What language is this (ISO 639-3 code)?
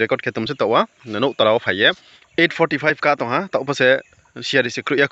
ria